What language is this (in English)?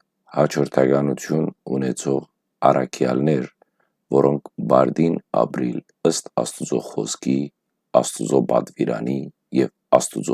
Western Armenian